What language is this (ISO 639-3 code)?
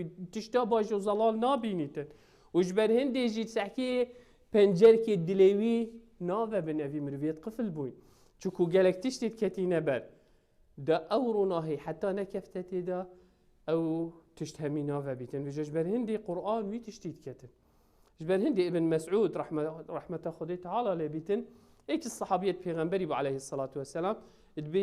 kur